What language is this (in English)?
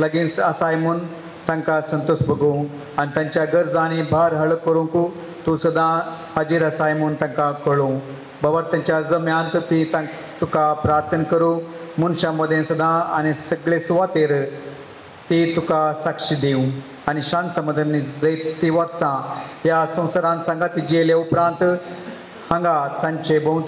Konkani